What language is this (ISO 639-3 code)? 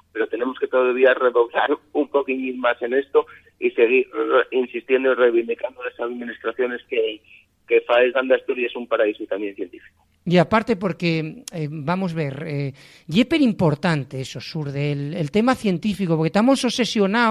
ast